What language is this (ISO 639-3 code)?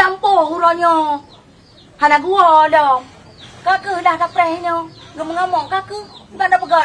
ace